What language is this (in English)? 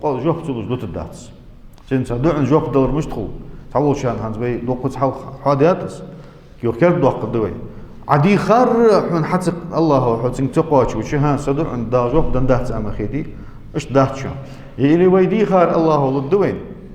Ingush